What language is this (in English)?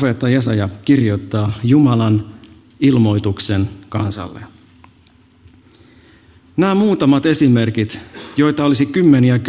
Finnish